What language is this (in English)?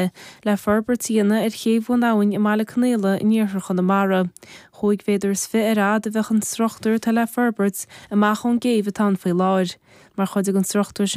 Irish